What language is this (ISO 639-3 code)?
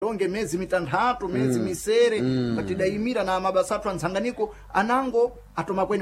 seh